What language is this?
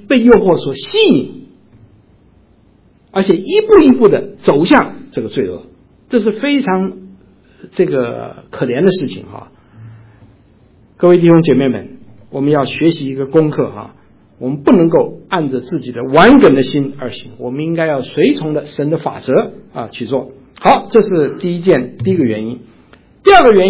Chinese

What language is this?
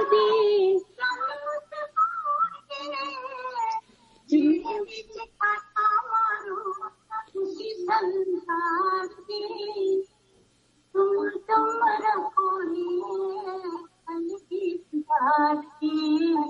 Punjabi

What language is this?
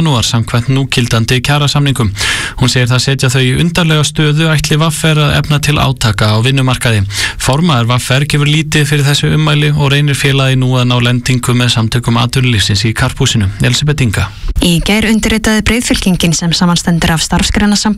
Icelandic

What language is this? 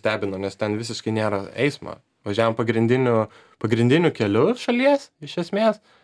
Lithuanian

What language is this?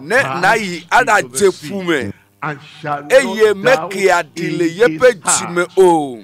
Ewe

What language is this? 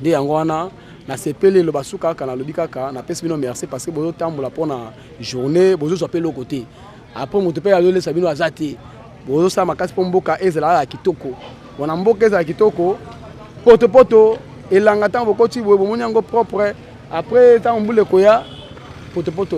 Lingala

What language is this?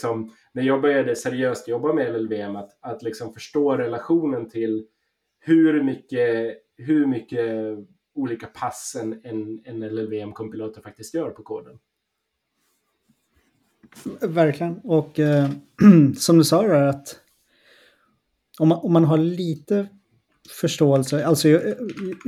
Swedish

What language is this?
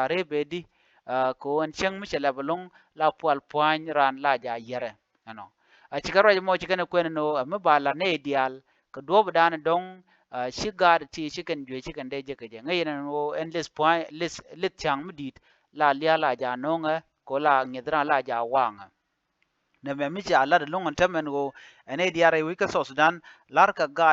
Nuer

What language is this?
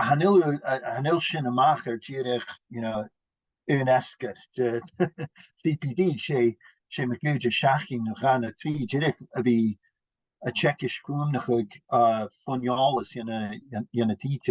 Scottish Gaelic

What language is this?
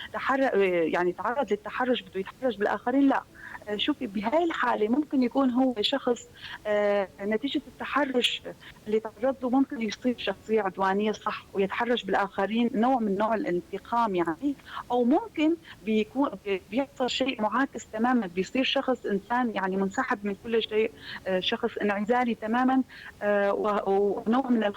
North Levantine Arabic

